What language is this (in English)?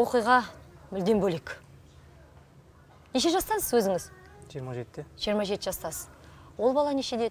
Kazakh